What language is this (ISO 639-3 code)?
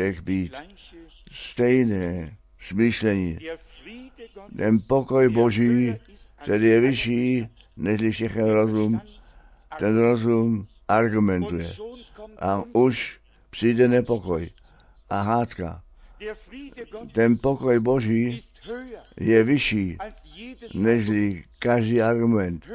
ces